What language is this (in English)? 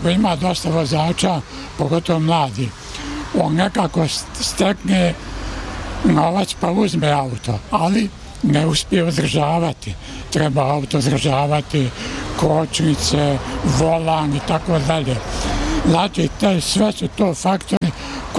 Bosnian